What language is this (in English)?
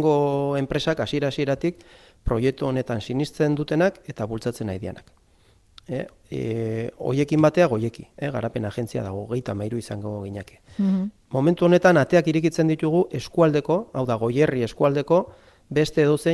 Basque